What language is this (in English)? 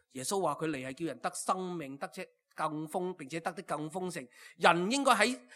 Cantonese